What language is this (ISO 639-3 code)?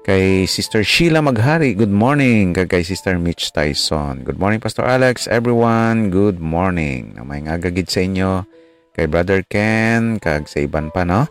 hil